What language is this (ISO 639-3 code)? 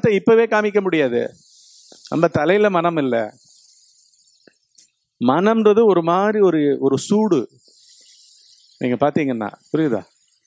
tam